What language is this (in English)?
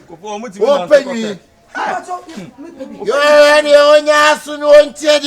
Akan